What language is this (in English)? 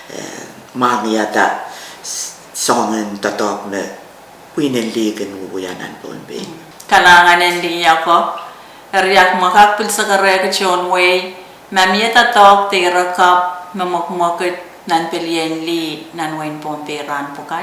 Pohnpeian